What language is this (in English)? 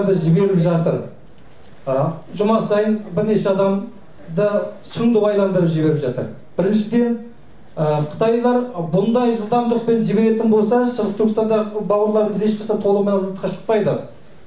Kazakh